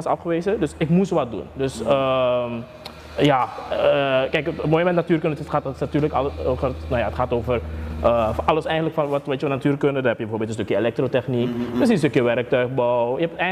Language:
Dutch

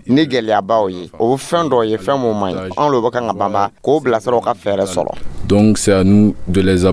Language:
Dyula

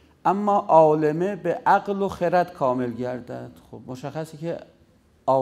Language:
Persian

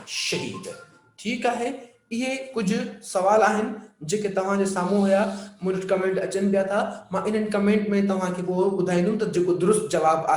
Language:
Sindhi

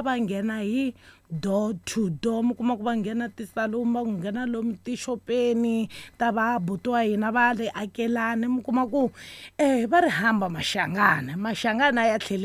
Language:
Tsonga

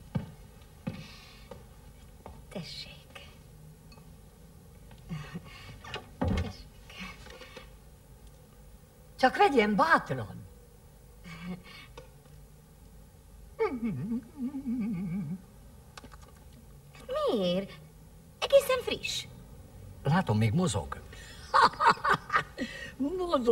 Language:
Hungarian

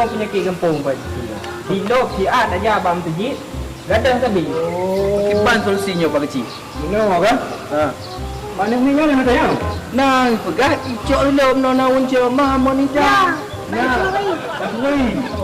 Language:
Achinese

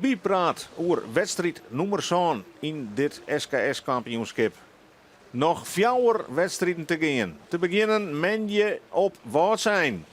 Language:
Western Frisian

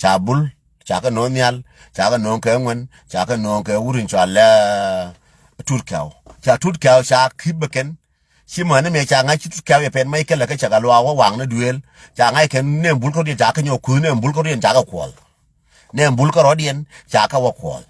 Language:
Nuer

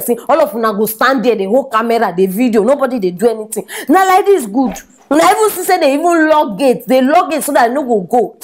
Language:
Nigerian Pidgin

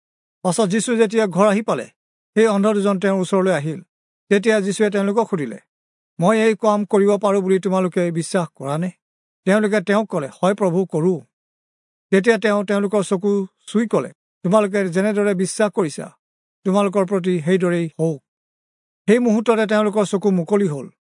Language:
Assamese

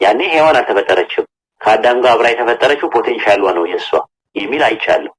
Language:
Amharic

